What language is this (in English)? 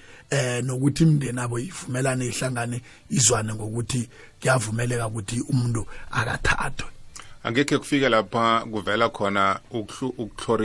South Ndebele